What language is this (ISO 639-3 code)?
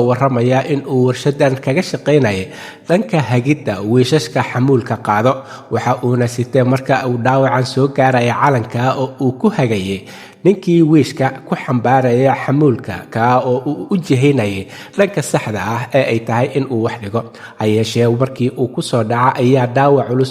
som